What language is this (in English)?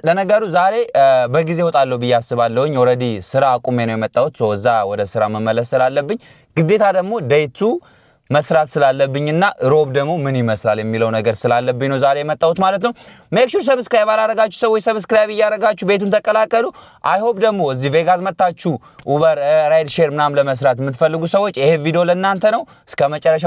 Amharic